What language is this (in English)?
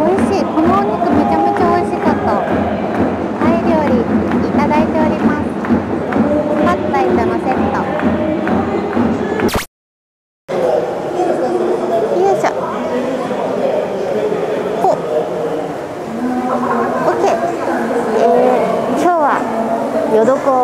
Japanese